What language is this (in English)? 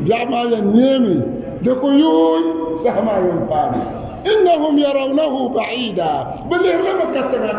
Dagbani